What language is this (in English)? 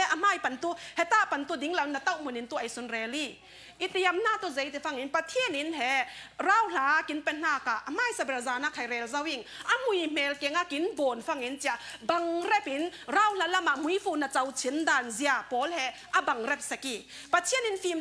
Falam Chin